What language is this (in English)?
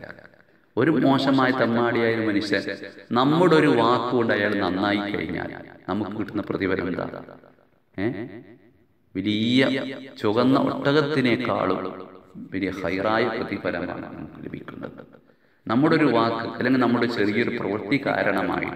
Malayalam